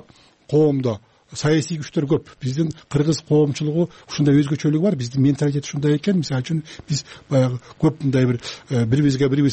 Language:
Kyrgyz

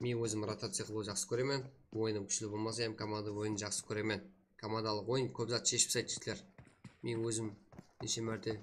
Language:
Kara-Kalpak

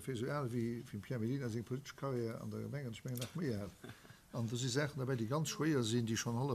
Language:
Luxembourgish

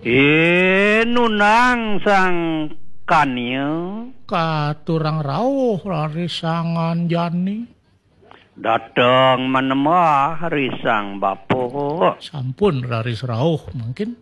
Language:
Balinese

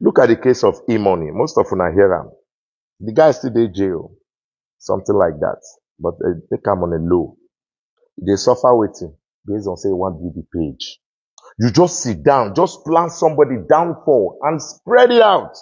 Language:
Nigerian Pidgin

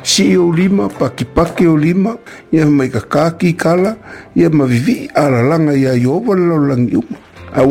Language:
Samoan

